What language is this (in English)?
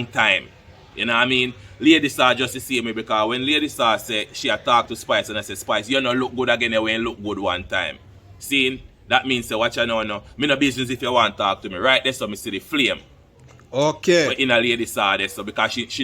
Jamaican Creole English